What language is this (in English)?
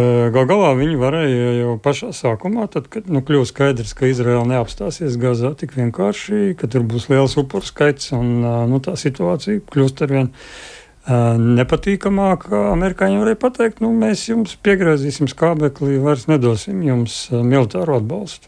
Latvian